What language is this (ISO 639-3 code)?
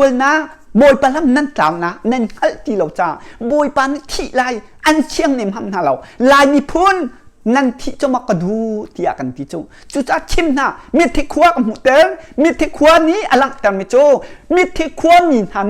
cnh